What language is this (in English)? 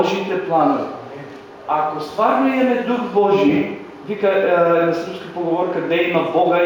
Macedonian